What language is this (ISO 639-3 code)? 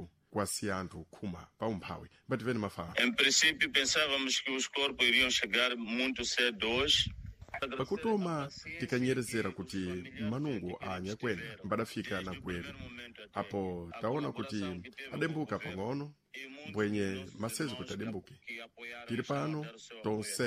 seh